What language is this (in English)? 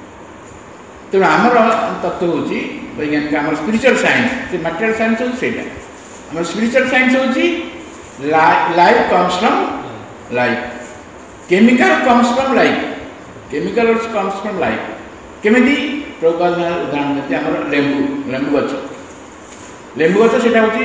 Odia